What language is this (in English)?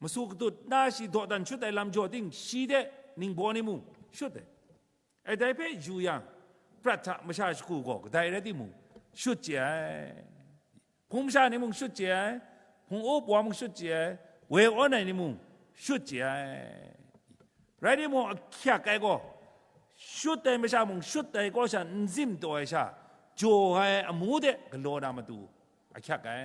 Kachin